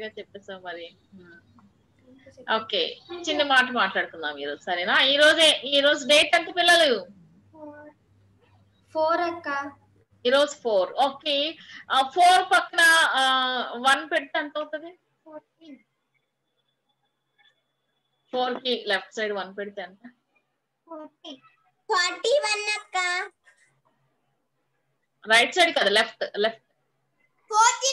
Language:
Telugu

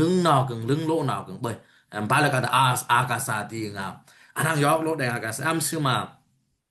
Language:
Dimasa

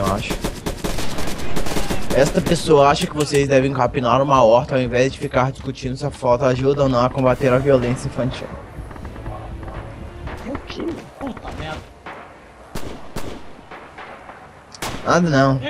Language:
Portuguese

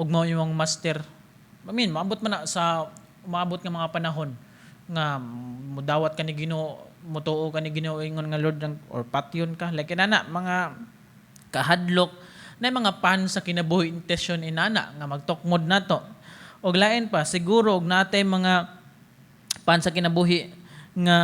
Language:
Cebuano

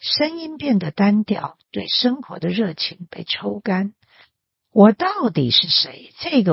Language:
Chinese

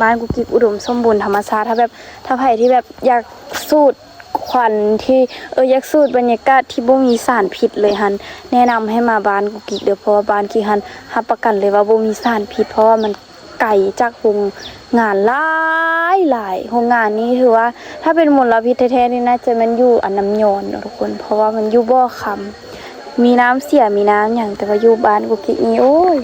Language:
Lao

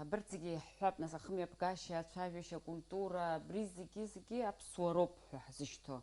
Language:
Abkhazian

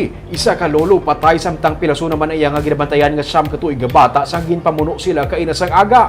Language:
Hiligaynon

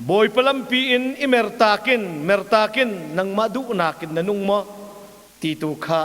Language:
Hakha Chin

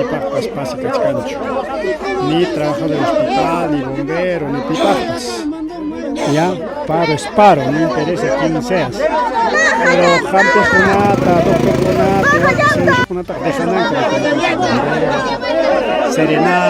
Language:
Ayacucho Quechua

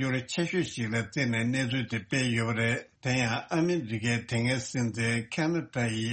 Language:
Tibetan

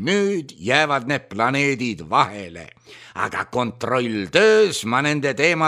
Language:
Estonian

